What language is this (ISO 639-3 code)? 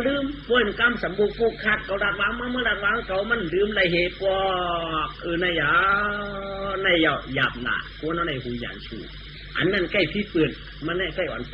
shn